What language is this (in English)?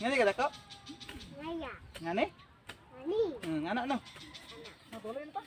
Cebuano